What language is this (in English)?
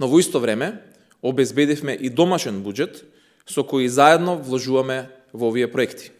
Macedonian